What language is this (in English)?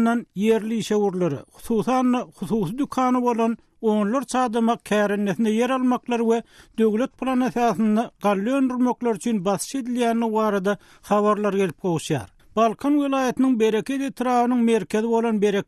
Turkmen